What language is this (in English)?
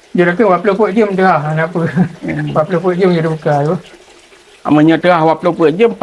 Achinese